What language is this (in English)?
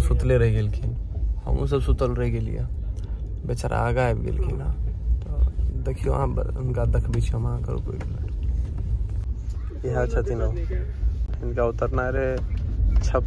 Maithili